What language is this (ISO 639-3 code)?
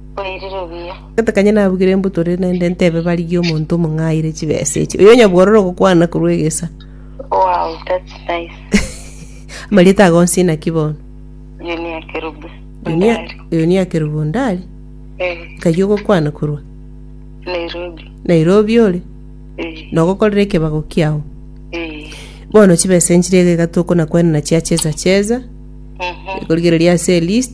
guz